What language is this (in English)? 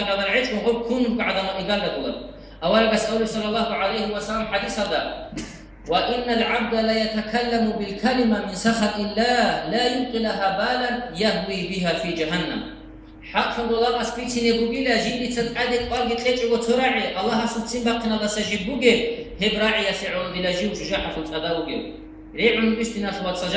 Avaric